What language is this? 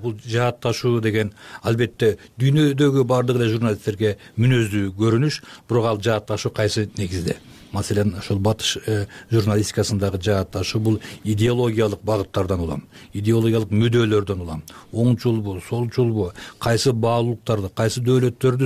Kyrgyz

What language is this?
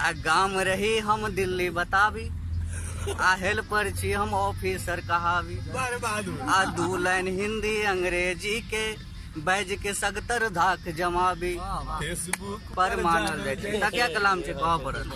Maithili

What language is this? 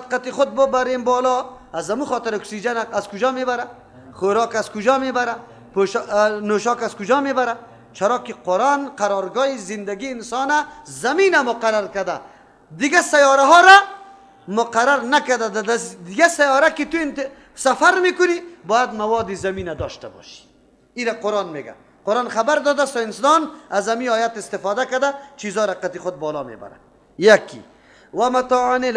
Persian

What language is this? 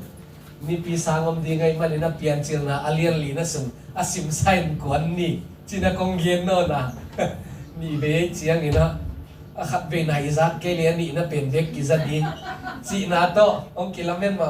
Tedim Chin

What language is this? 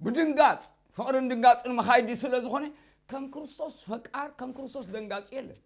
Tigrinya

